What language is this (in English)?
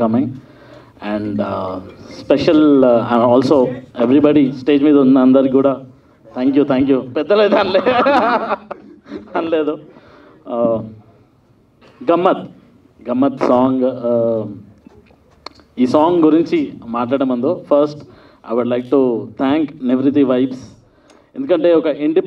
Telugu